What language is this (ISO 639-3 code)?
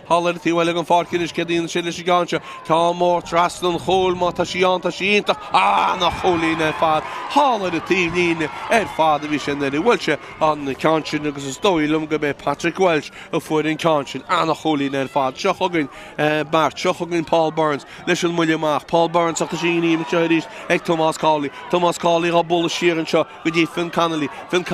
gle